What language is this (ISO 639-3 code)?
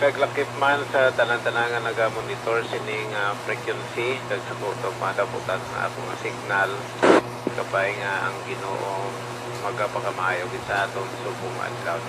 hil